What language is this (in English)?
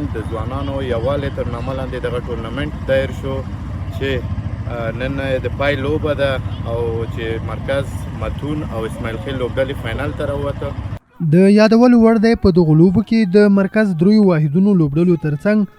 Pashto